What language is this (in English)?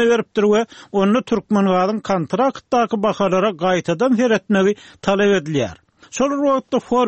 Turkmen